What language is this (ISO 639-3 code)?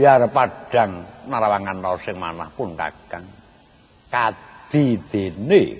jav